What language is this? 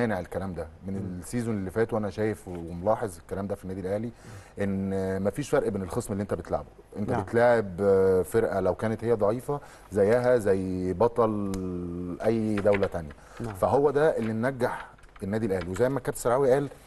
Egyptian Arabic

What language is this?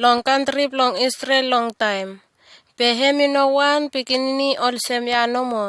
Bislama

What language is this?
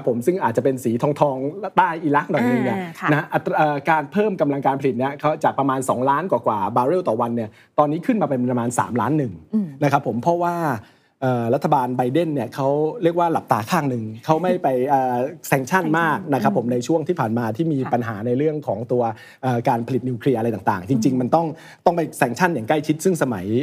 Thai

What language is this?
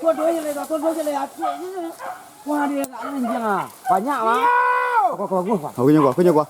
Minangkabau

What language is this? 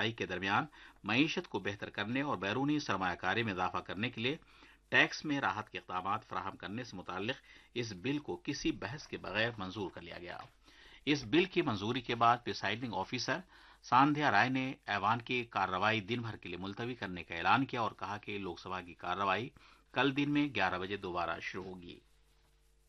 Urdu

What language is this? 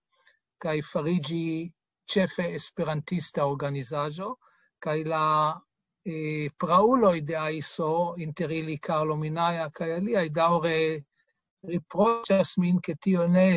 Esperanto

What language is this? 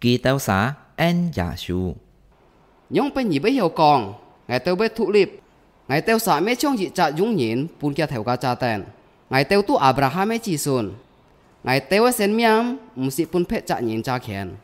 Hakka Chinese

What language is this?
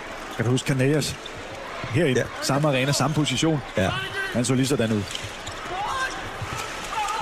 Danish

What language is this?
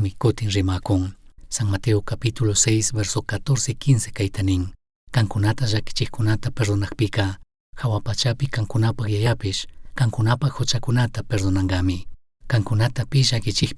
Chimborazo Highland Quichua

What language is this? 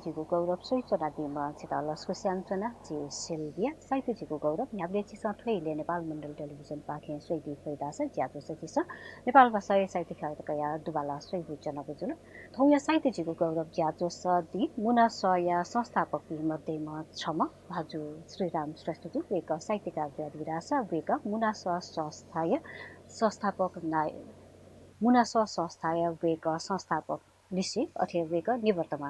Newari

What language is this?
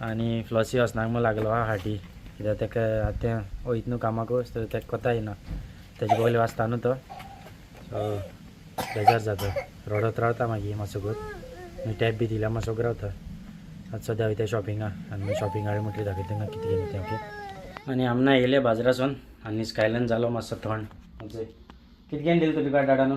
Konkani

